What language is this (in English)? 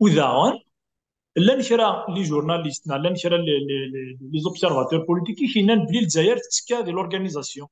Kabyle